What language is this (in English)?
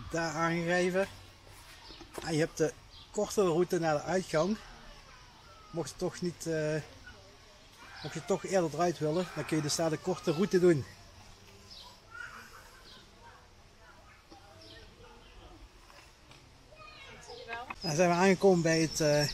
Dutch